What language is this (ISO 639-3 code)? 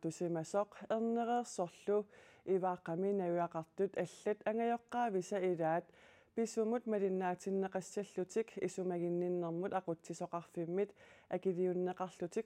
kal